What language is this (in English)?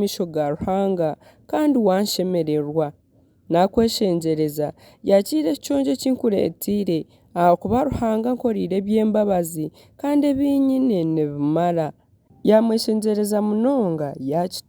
Nyankole